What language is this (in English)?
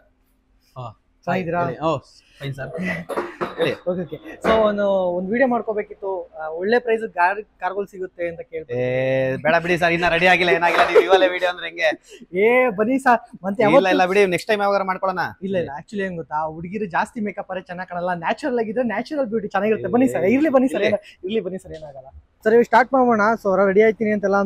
Kannada